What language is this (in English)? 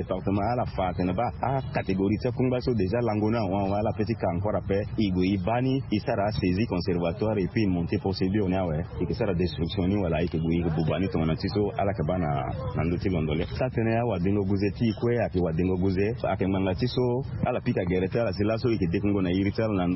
Sango